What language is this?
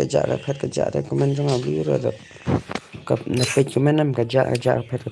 Khasi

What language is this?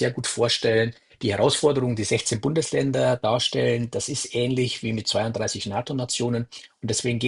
German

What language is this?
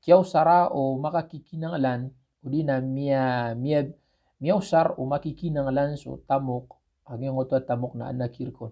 Maranao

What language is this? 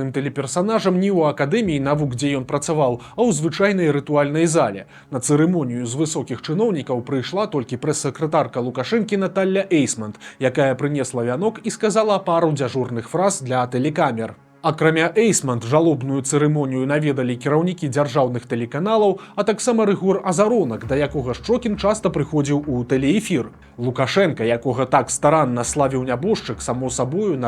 Belarusian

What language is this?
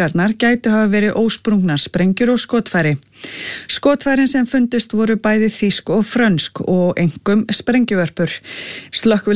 Icelandic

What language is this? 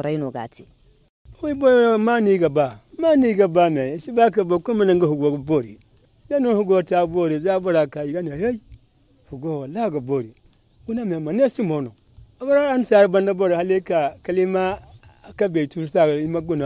Zarma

